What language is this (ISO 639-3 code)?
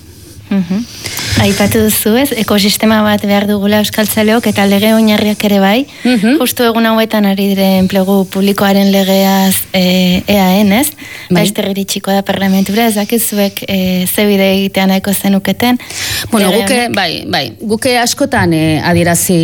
eus